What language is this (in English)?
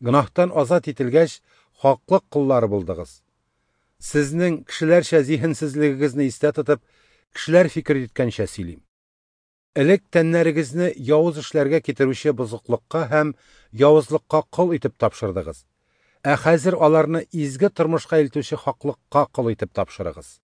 Tatar